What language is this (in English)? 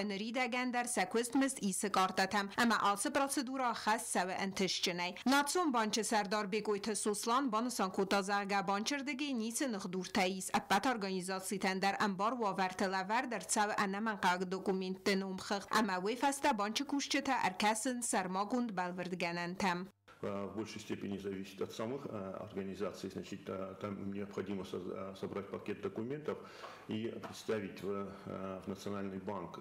Ossetic